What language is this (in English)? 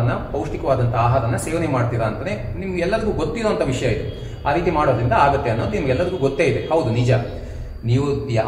Kannada